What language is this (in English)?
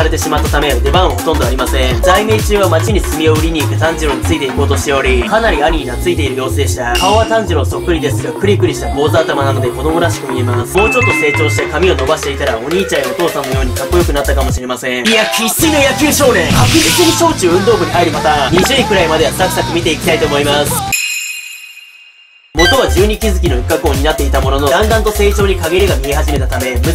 Japanese